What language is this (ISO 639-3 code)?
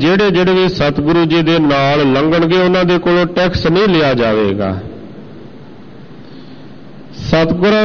pan